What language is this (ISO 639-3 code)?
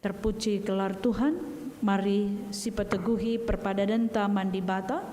btx